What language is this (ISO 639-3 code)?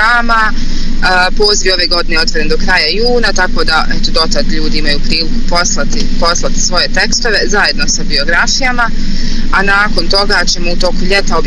bos